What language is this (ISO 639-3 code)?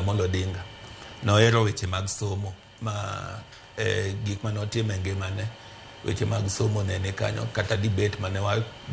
luo